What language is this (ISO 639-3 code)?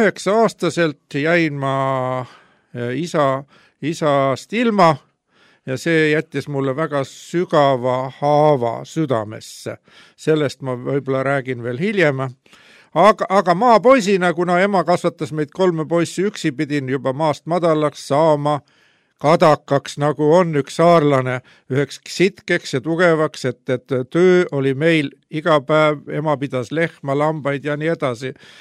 est